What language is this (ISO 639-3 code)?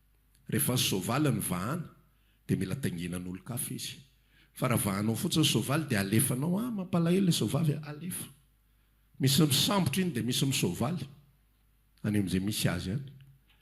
mlg